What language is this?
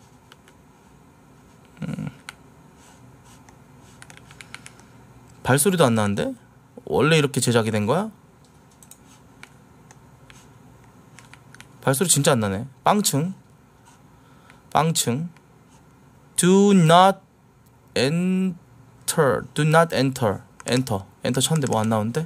Korean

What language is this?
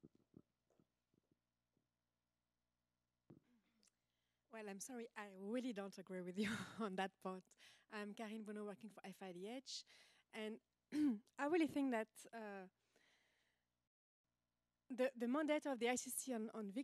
English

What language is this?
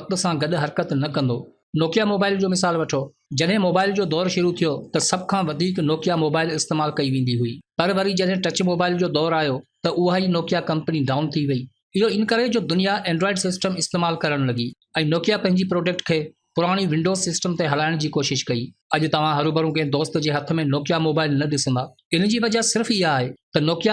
Sindhi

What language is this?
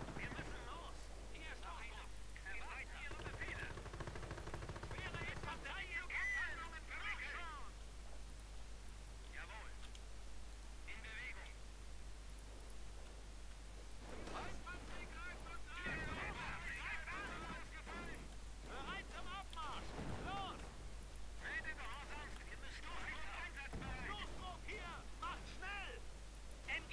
German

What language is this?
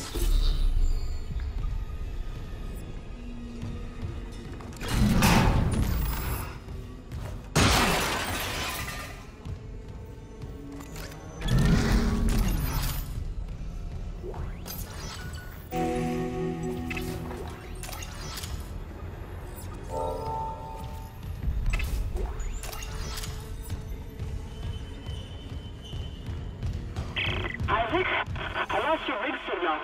English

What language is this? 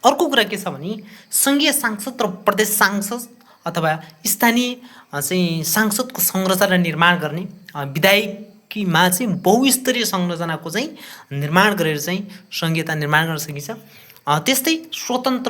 Nepali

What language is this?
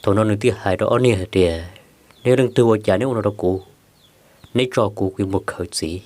Hmong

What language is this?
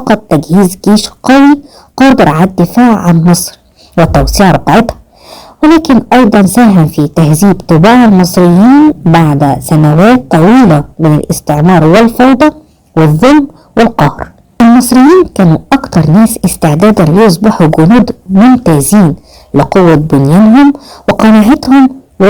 Egyptian Arabic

